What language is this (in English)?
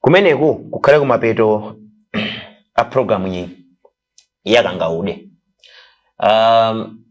Nyanja